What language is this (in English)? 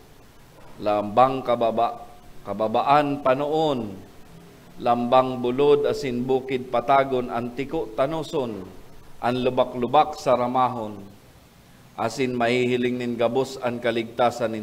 Bikol